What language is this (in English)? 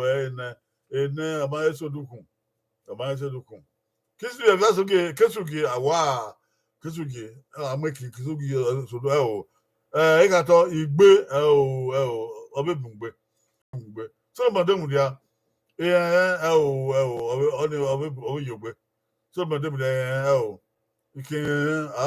Bini